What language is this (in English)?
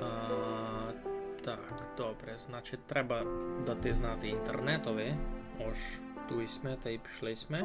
Rusyn